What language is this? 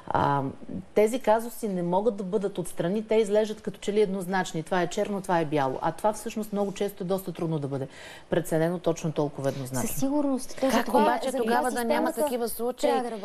Bulgarian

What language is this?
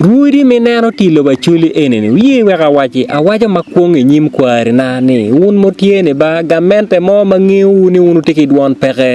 Acoli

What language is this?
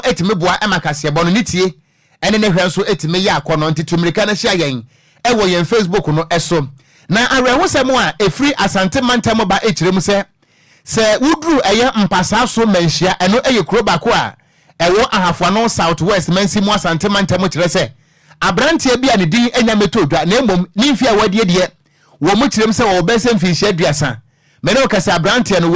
Akan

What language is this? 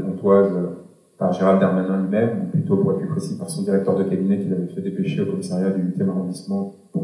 French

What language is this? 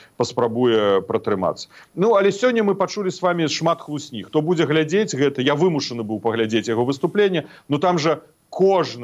Belarusian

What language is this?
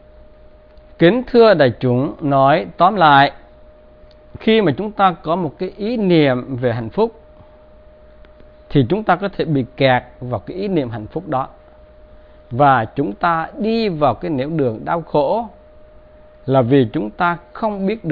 Vietnamese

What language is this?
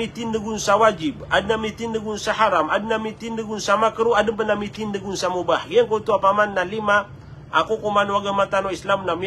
Maranao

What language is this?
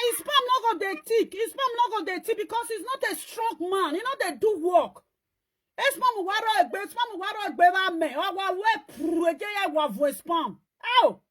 Nigerian Pidgin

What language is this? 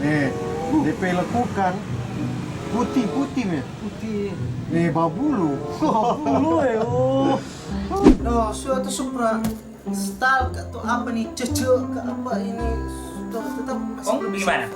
Manado Malay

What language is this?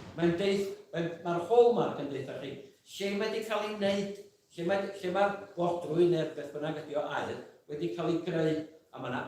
Welsh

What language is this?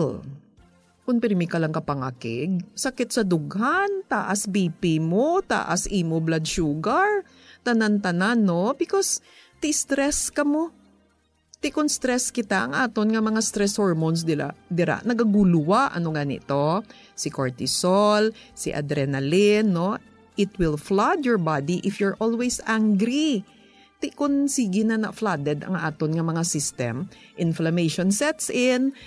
Hiligaynon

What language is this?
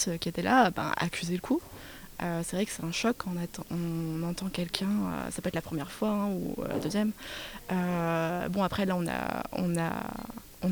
French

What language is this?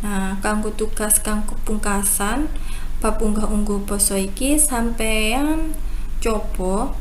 Javanese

